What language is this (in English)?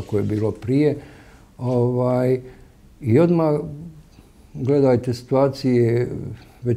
Bosnian